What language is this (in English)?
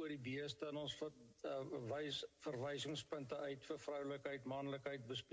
Afrikaans